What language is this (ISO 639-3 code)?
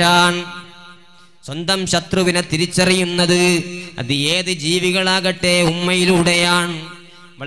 mal